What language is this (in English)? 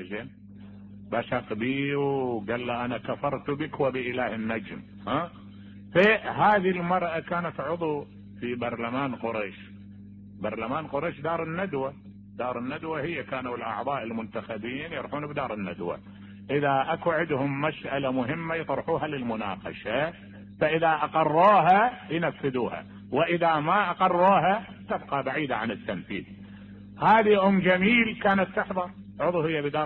Mesopotamian Arabic